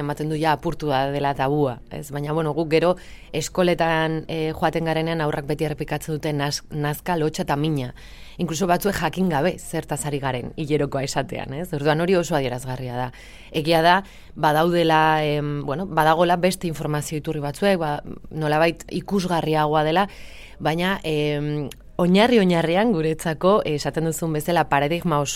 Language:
Basque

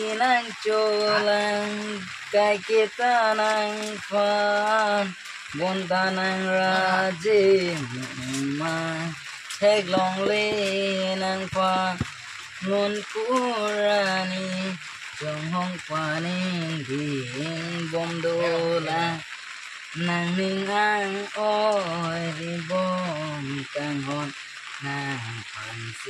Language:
Karbi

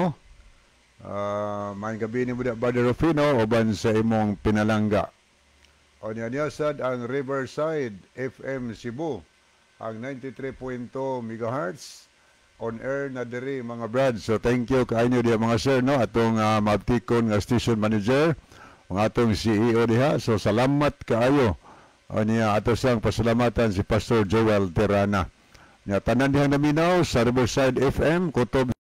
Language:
Cebuano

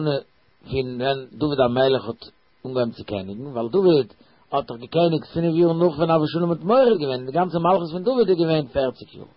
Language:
Yiddish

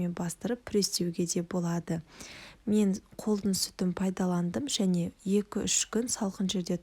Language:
Kazakh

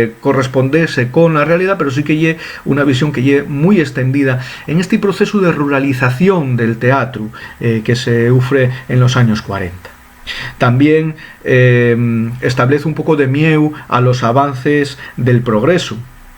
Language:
Asturian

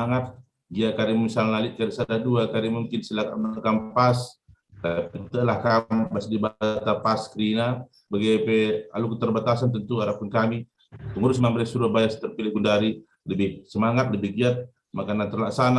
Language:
Batak Karo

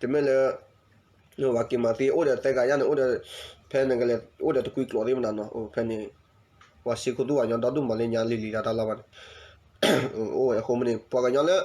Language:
S'gaw Karen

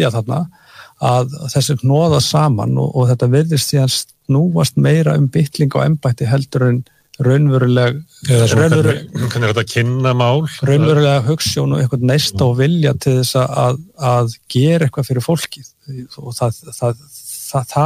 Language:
Icelandic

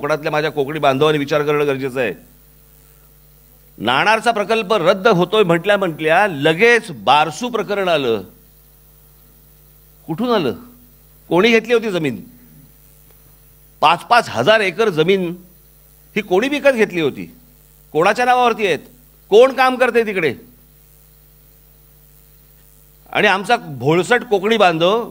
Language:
Marathi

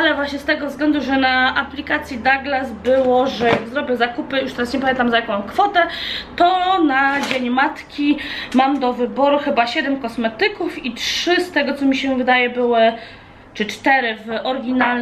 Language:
Polish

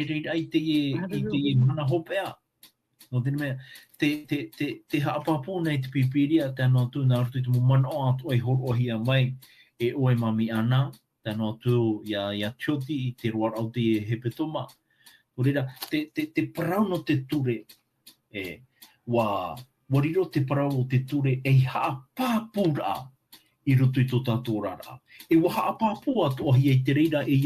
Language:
Tahitian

